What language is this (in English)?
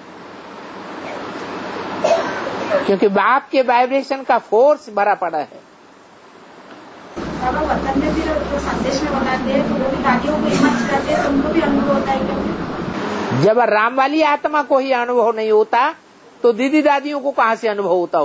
Hindi